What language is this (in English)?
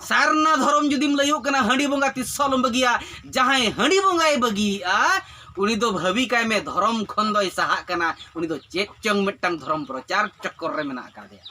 Santali